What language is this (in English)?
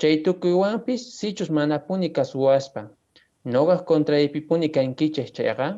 Quechua